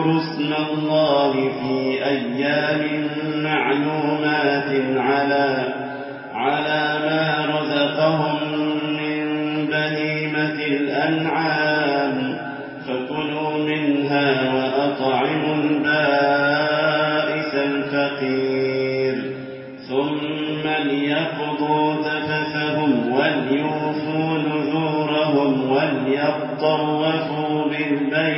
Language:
Arabic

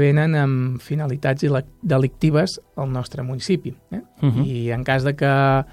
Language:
Catalan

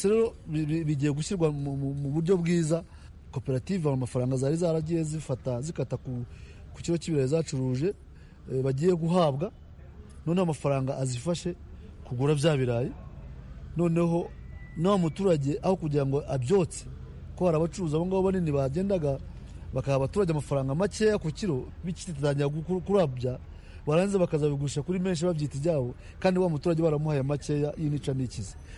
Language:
Kinyarwanda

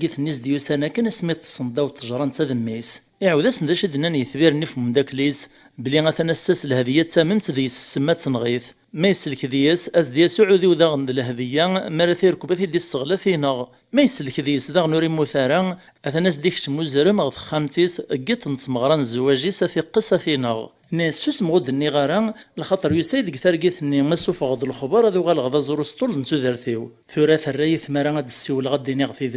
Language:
Kabyle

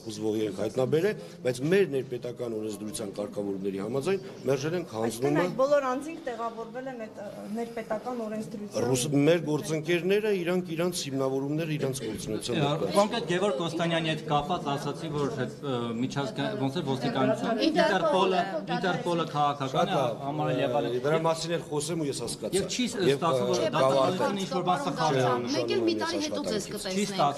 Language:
Armenian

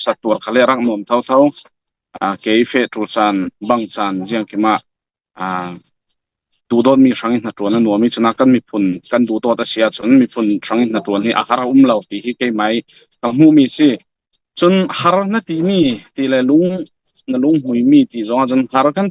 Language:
Falam Chin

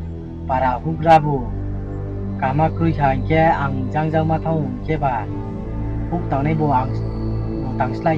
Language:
Riang (India)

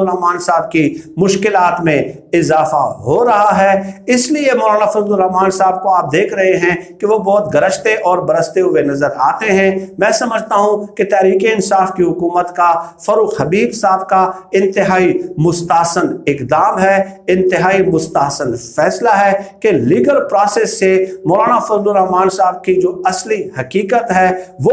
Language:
Urdu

